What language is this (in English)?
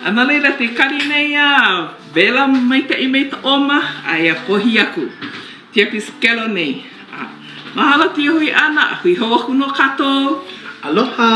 Hawaiian